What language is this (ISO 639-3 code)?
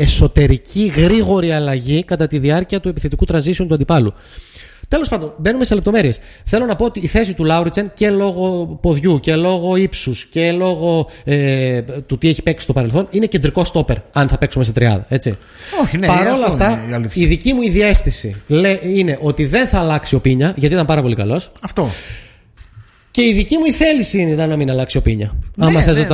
ell